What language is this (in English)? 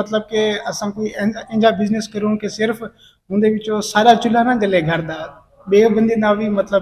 Saraiki